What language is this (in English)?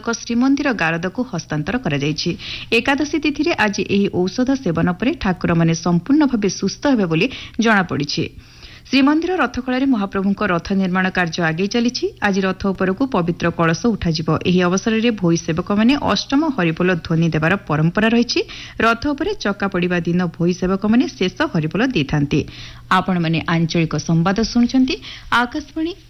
Odia